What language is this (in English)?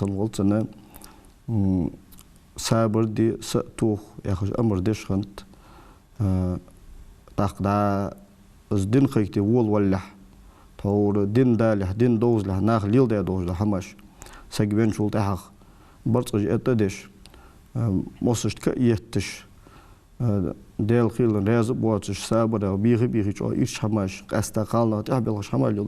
Ingush